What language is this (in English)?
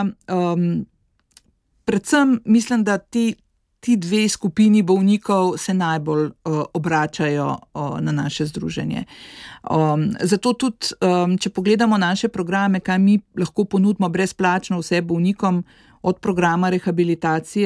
Slovenian